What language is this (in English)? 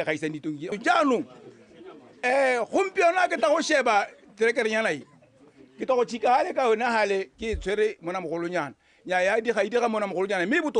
Tswana